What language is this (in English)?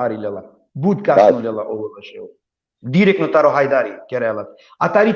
Balkan Romani